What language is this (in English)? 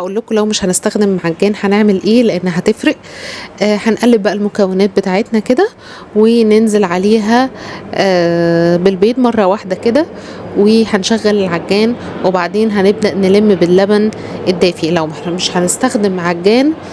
Egyptian Arabic